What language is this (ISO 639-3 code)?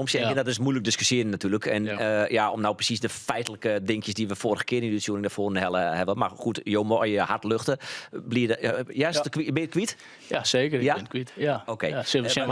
fry